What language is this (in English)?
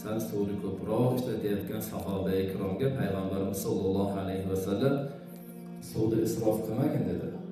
Uzbek